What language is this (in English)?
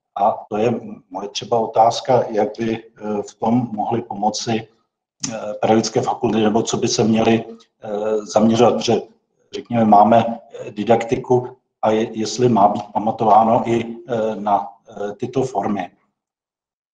Czech